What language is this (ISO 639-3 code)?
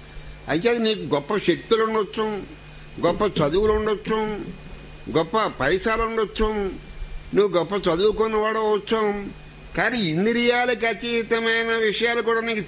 tel